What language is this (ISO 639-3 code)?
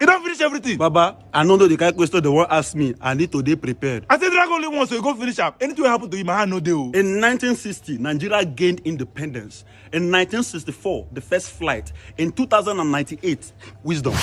pcm